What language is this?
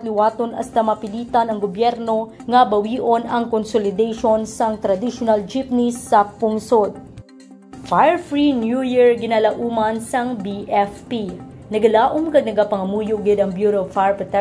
Hiligaynon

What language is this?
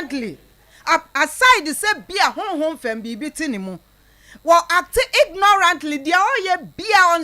Akan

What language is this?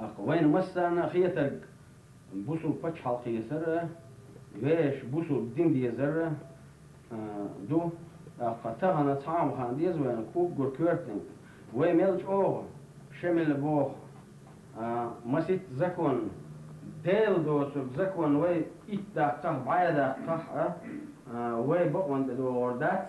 Chechen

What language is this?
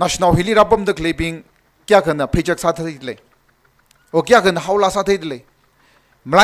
Tangkhul Naga (India)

